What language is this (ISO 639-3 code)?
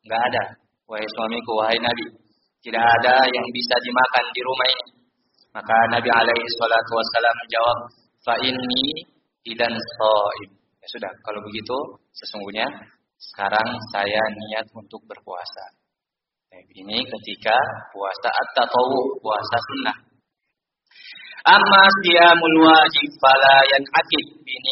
ind